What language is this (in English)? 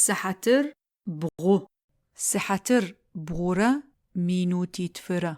Adyghe